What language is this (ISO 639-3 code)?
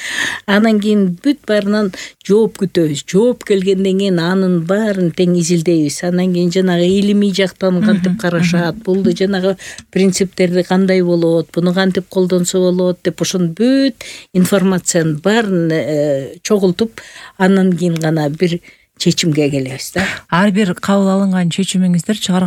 kir